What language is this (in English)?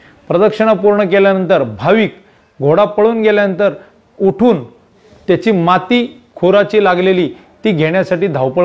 Marathi